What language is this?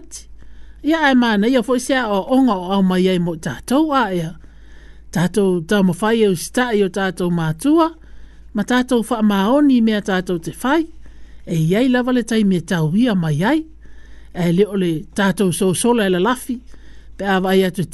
Samoan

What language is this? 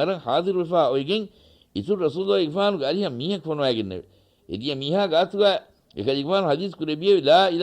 Divehi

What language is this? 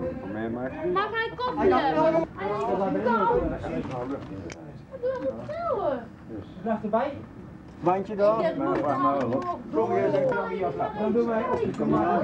Dutch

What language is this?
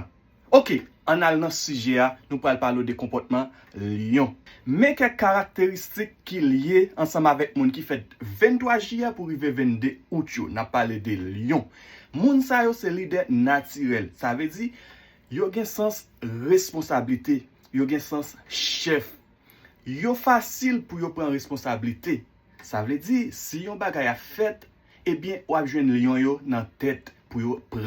Haitian Creole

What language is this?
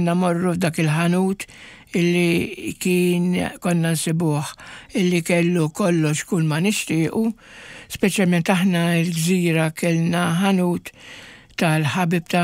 Maltese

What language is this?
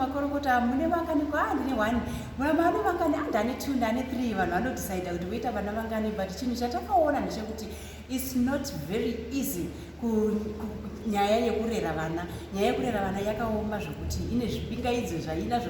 Shona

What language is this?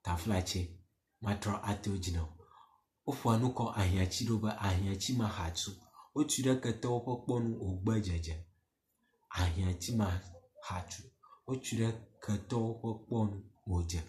Ewe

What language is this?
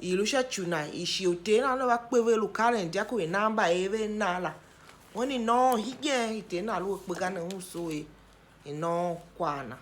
Tiv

